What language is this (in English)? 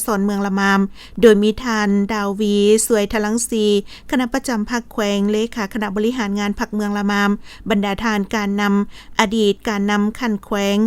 Lao